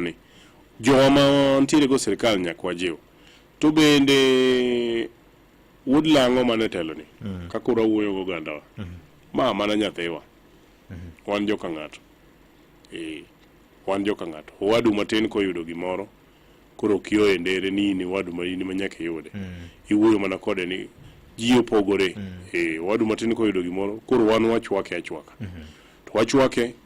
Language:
Luo (Kenya and Tanzania)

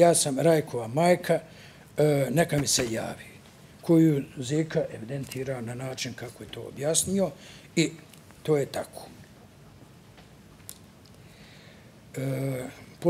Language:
Bosnian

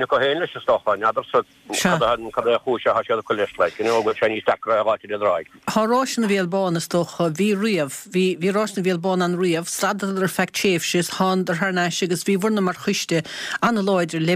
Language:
Irish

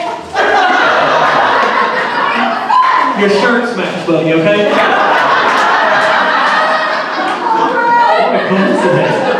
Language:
English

